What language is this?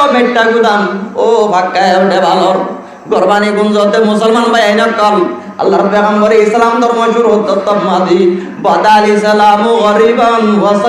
Rohingya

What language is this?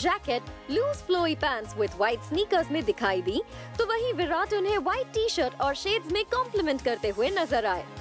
Hindi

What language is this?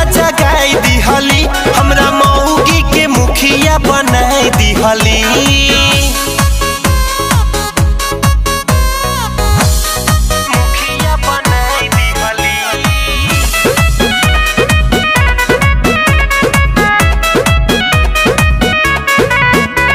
Bhojpuri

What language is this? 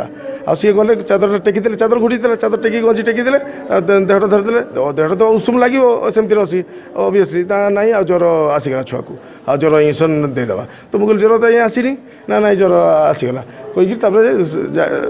Odia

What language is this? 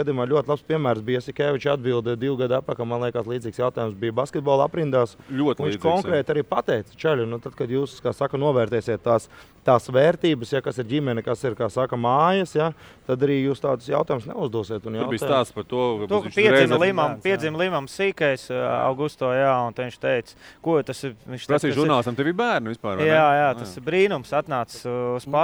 Latvian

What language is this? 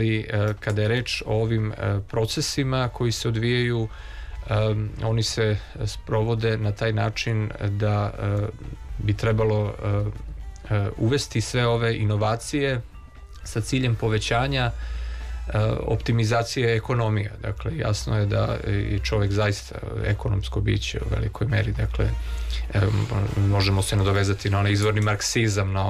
Serbian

